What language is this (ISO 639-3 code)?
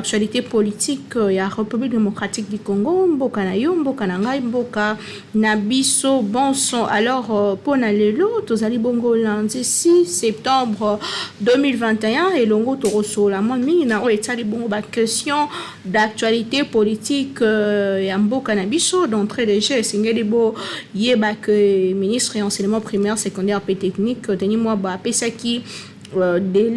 lin